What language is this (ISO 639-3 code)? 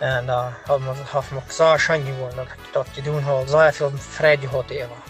pdt